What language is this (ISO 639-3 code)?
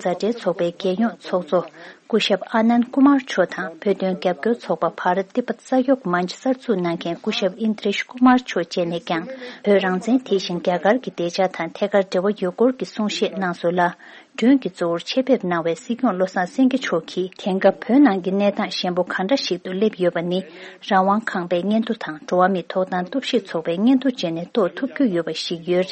bod